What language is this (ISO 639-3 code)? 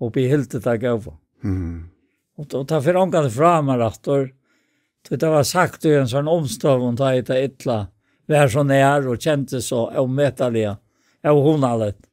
fao